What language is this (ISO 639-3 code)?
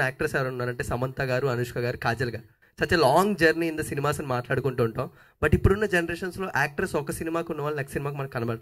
tel